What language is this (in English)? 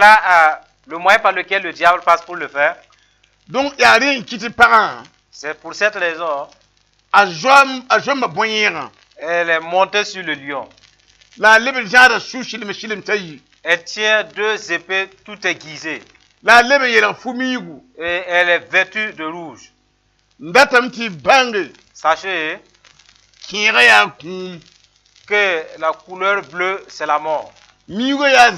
Mossi